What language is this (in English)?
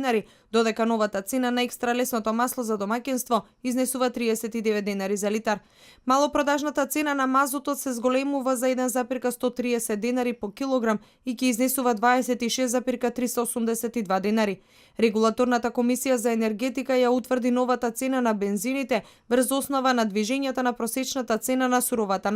Macedonian